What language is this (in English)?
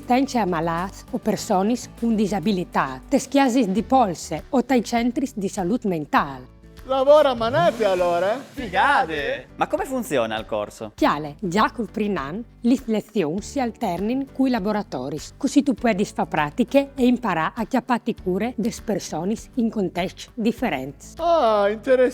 Friulian